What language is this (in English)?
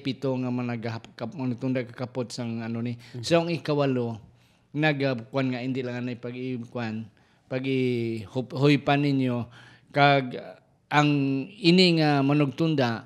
Hiligaynon